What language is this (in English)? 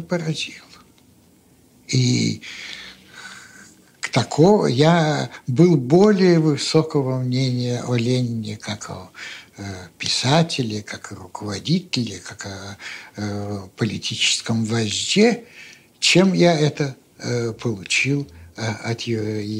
Russian